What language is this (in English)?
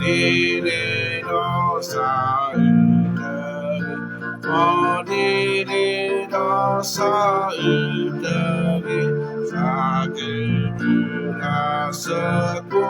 S'gaw Karen